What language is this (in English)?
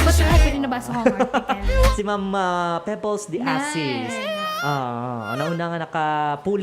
Hiligaynon